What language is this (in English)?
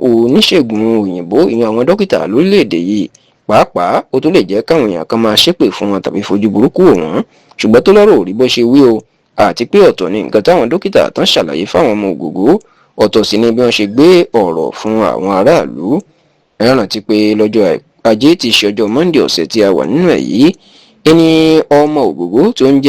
Yoruba